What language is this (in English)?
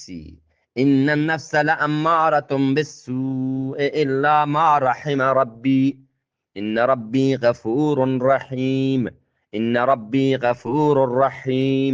Eastern Balochi